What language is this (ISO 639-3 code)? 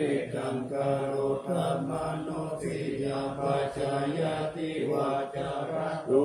pli